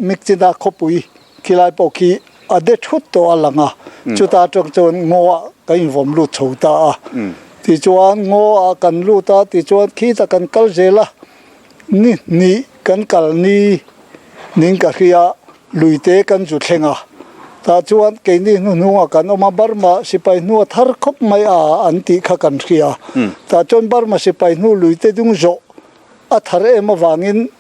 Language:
Mizo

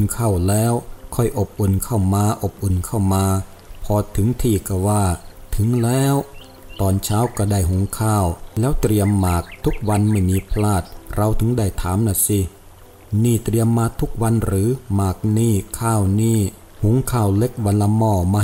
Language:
Thai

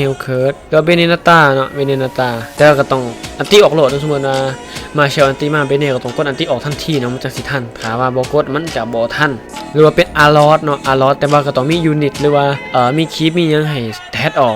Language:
Lao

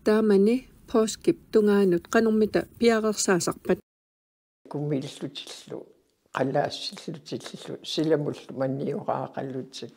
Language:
Kalaallisut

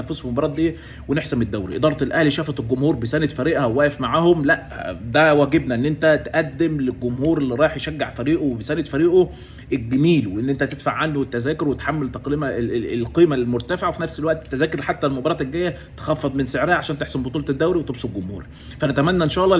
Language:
Egyptian Arabic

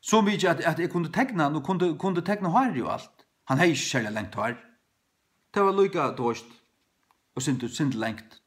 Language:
Faroese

